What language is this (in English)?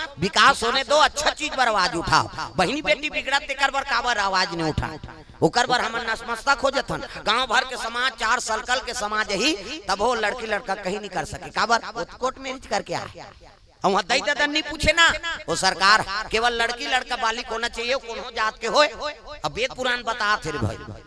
Chhattisgarhi